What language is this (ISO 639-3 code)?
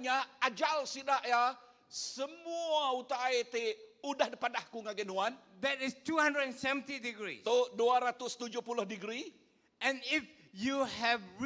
iba